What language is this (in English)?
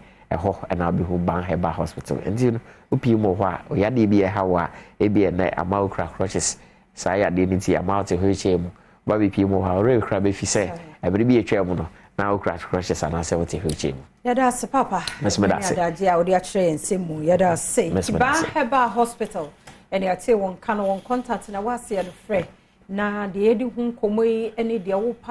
Akan